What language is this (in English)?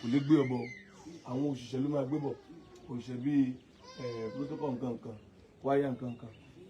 Yoruba